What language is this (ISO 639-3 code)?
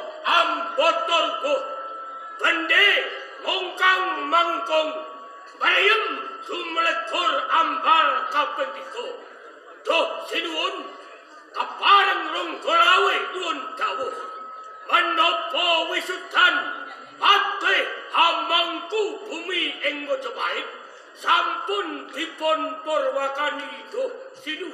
jav